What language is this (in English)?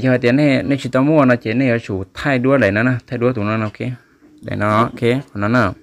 Hmong